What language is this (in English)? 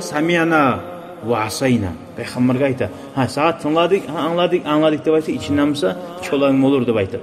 Kumyk